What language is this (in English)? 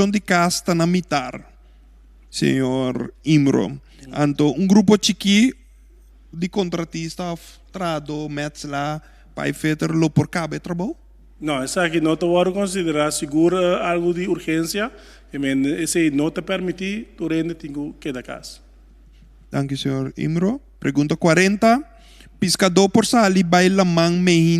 Papiamento